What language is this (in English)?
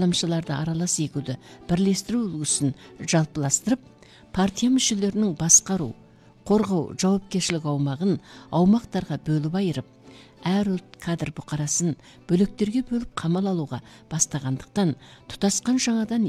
Kazakh